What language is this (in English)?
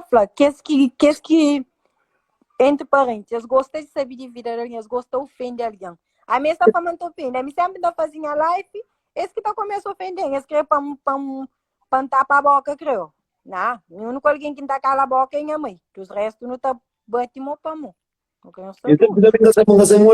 Kabuverdianu